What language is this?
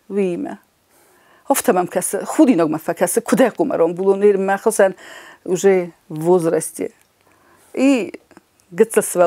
Ossetic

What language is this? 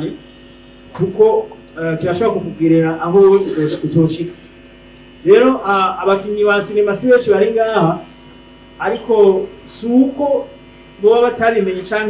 Rundi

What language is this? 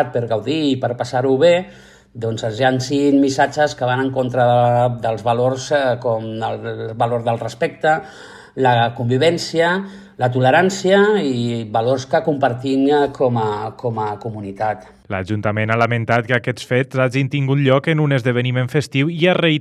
Catalan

